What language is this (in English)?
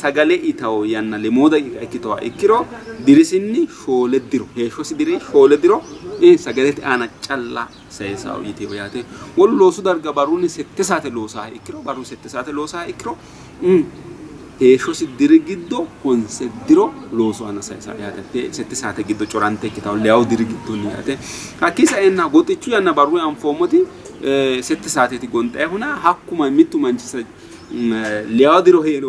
Sidamo